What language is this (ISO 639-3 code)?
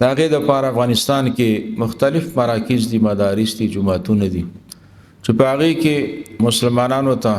pus